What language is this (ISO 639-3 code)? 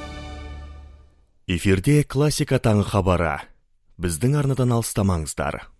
kaz